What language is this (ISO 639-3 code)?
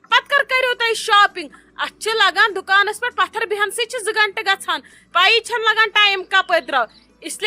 kas